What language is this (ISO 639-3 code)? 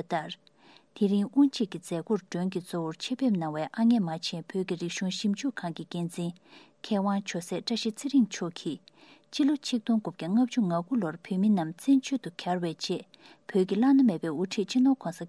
bod